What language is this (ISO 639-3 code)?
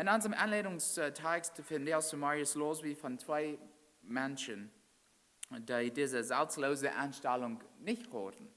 pdt